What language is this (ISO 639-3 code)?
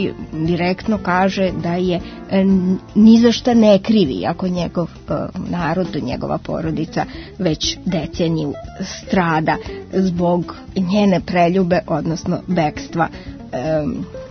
srp